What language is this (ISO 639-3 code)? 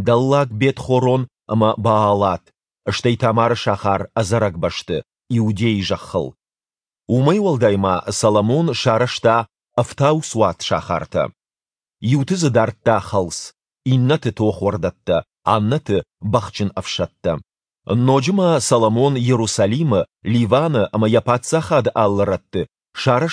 oss